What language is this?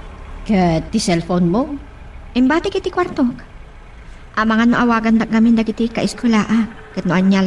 Iloko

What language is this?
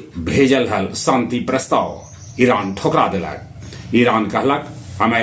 Magahi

